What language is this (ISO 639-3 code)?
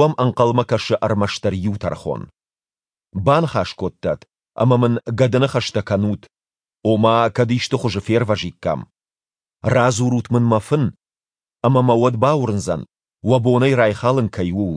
oss